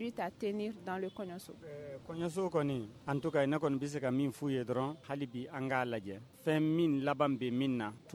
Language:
Bambara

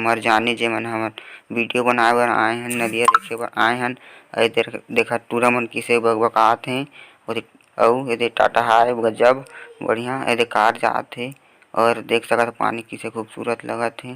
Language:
Chhattisgarhi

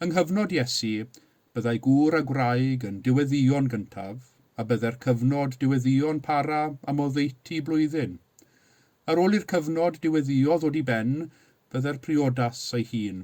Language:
Welsh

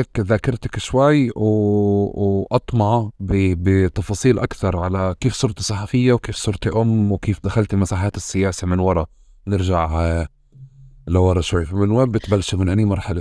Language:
North Levantine Arabic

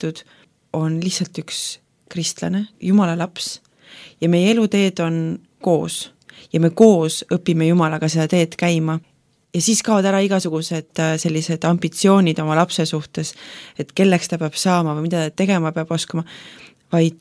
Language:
Estonian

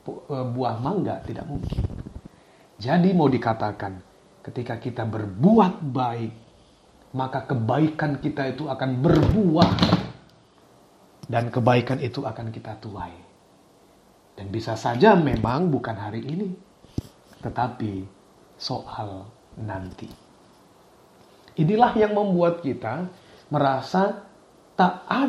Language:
Indonesian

